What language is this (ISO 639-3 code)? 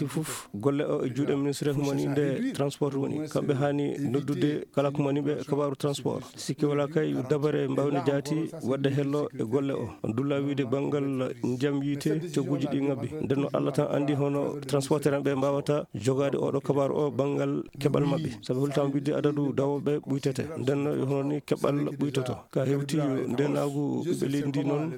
ful